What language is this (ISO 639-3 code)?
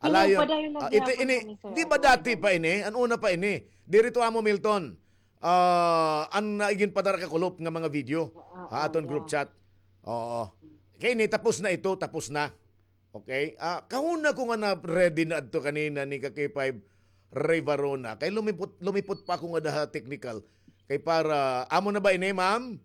war